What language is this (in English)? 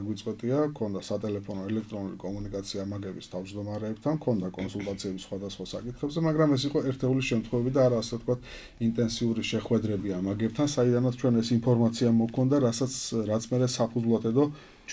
Georgian